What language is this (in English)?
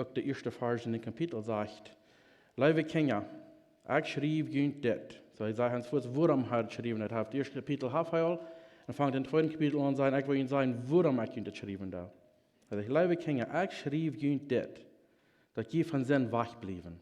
Plautdietsch